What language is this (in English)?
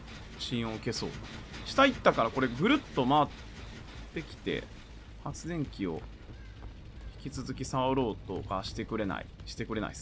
Japanese